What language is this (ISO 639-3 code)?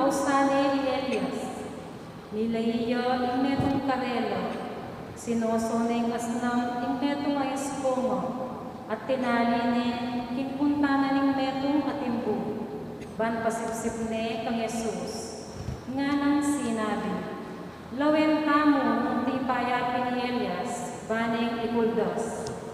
pam